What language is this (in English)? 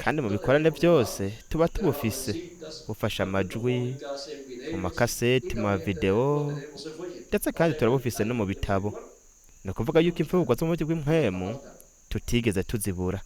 Rundi